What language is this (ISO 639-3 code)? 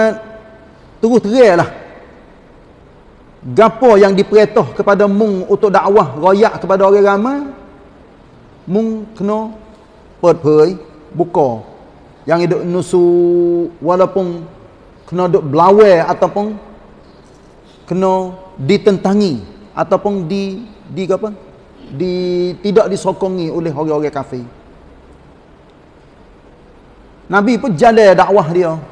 msa